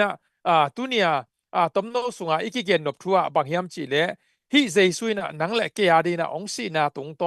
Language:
Tedim Chin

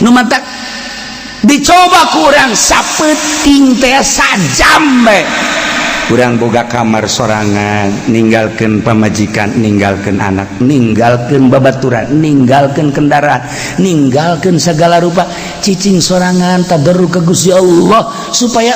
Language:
Sundanese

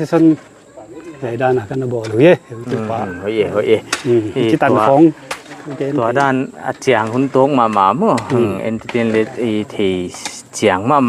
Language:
Paite Chin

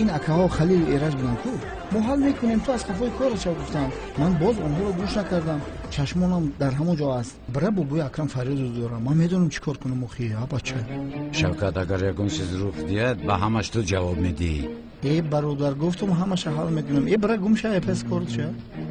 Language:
Tajik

